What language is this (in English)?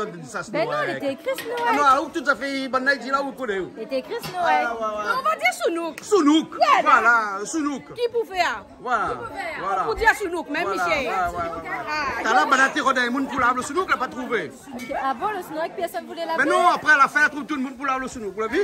Réunion Creole French